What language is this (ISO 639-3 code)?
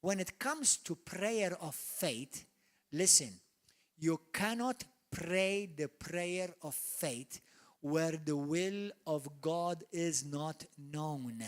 eng